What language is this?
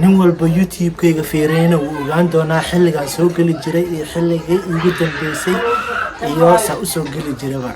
Somali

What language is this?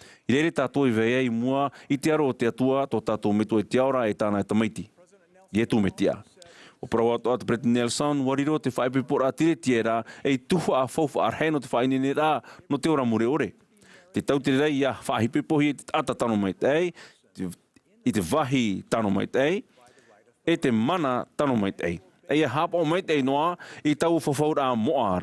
Tahitian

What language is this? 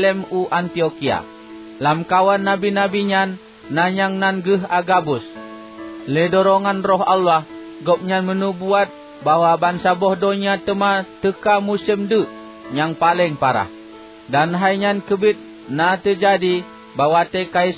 Achinese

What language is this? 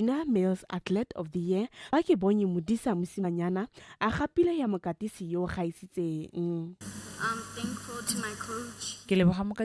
Tswana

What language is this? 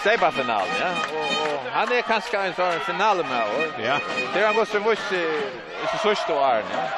Faroese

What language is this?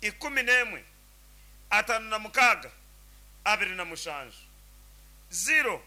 Nyankole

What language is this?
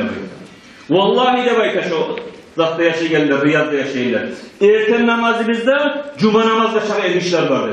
Kumyk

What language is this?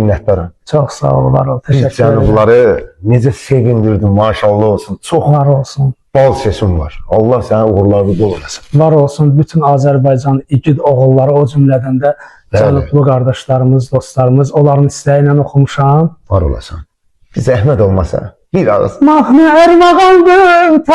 Azerbaijani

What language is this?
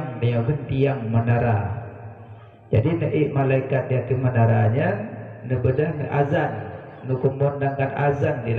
Achinese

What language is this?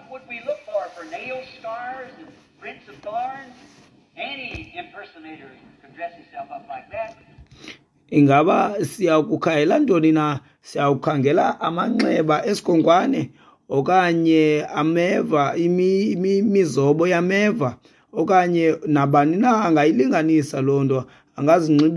Xhosa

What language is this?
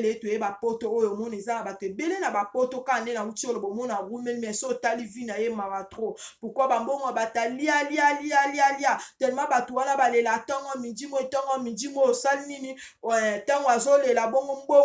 Lingala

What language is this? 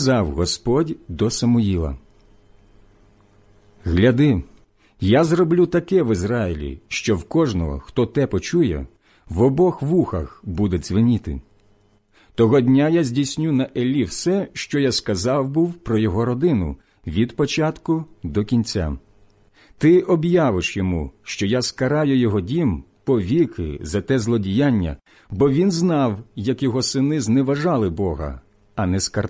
Ukrainian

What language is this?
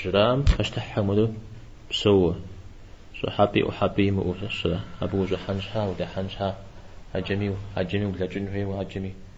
Kabardian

